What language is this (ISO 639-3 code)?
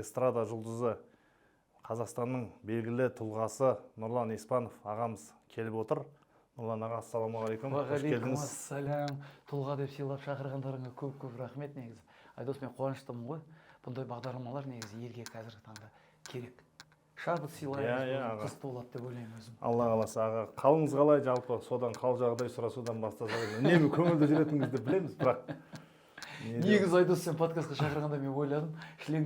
kaz